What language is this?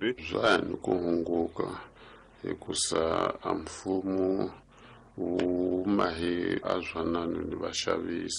Tsonga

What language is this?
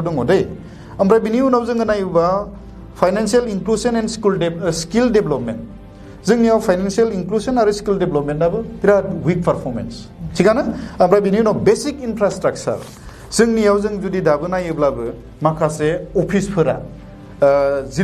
Bodo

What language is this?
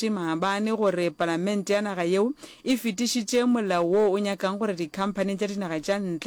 Northern Sotho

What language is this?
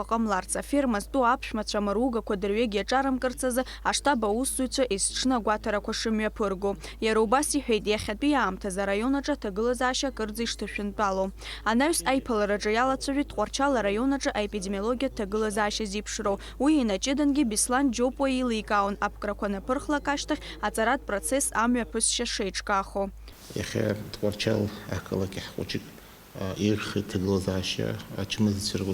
Abkhazian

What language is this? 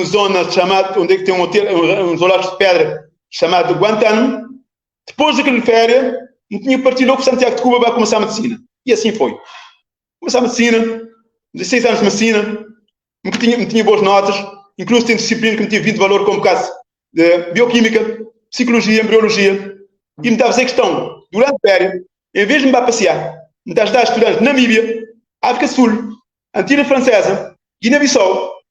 Kabuverdianu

